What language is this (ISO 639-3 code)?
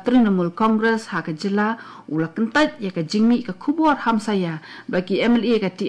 kha